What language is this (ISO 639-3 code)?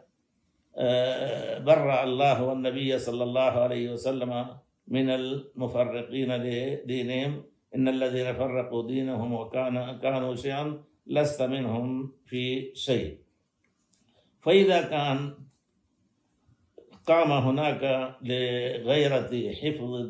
ara